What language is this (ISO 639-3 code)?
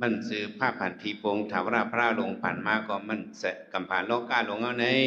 shn